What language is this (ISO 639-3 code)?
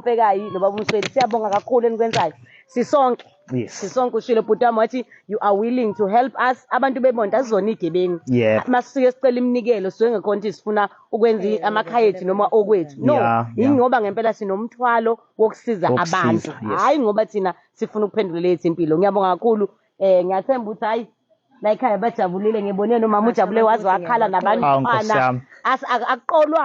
zul